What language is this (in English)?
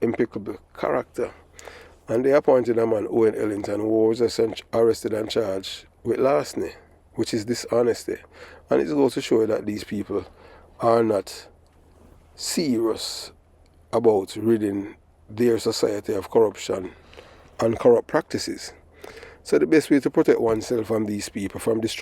Jamaican Creole English